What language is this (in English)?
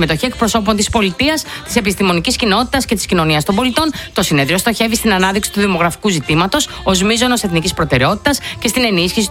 Greek